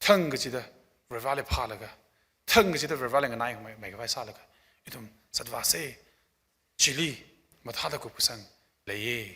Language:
Tangkhul Naga (India)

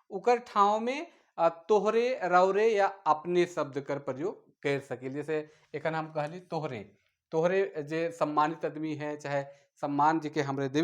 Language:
Sadri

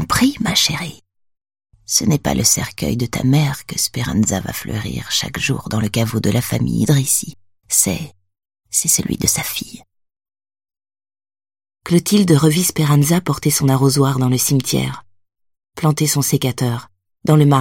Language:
French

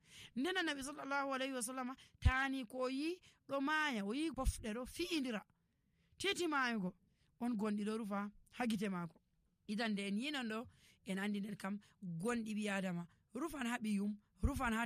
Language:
Nigerian Fulfulde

